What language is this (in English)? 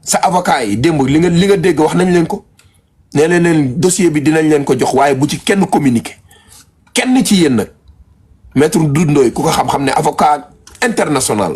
Wolof